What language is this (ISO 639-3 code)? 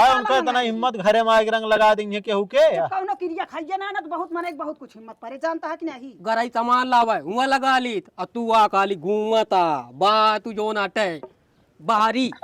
awa